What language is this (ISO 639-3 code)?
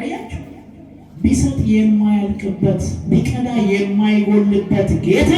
amh